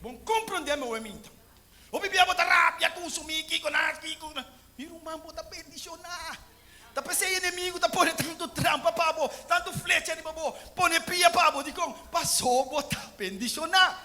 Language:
Papiamento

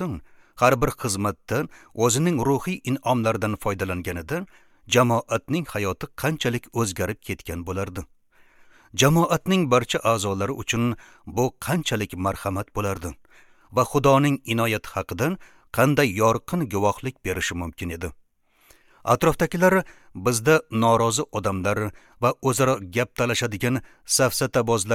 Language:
Uzbek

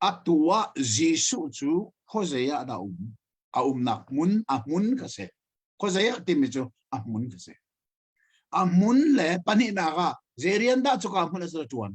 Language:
Hakha Chin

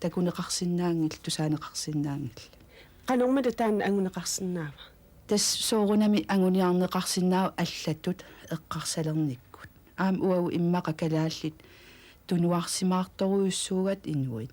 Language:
Kalaallisut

